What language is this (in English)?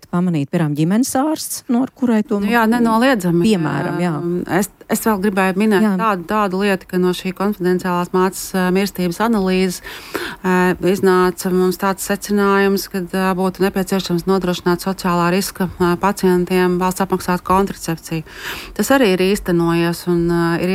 Latvian